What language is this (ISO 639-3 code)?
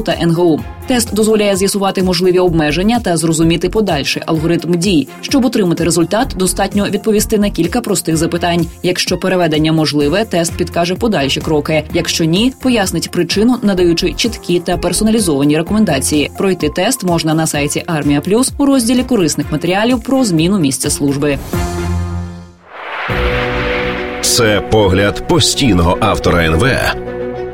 ukr